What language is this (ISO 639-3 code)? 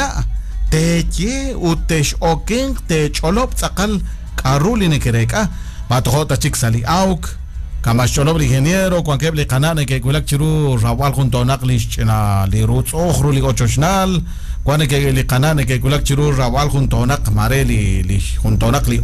kek